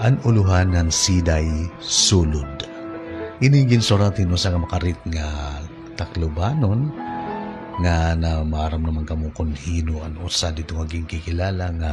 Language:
Waray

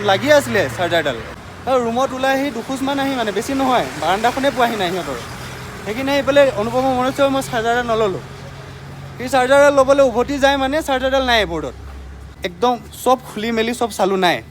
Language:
Assamese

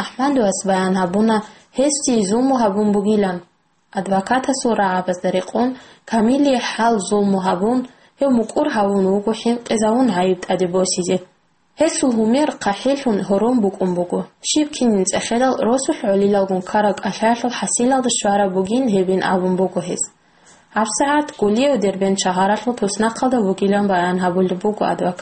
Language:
Avaric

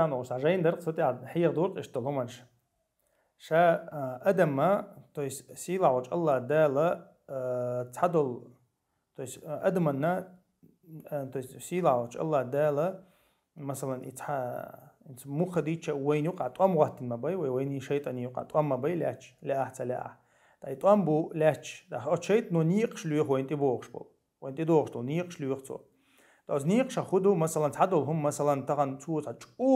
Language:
Chechen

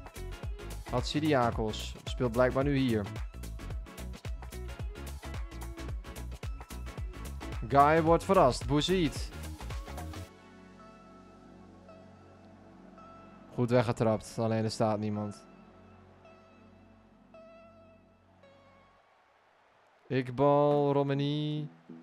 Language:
Dutch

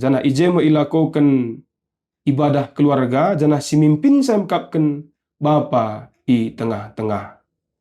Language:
Batak Karo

